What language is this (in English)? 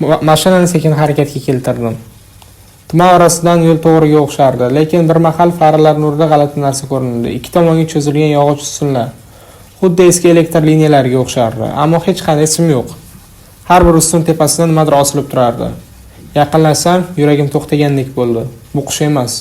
Uzbek